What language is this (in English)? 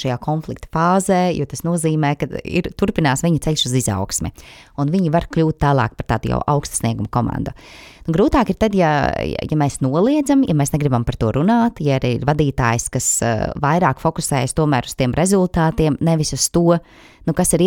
Latvian